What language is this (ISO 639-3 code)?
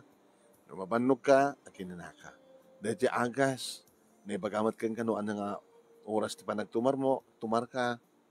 ilo